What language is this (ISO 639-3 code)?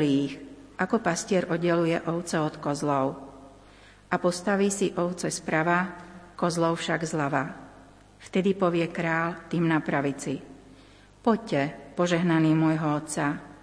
slk